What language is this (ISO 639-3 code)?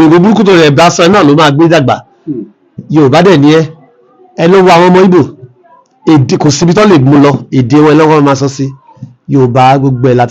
yor